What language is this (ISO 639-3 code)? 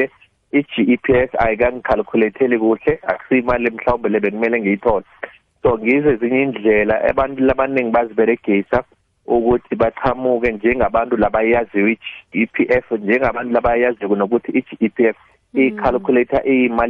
nbl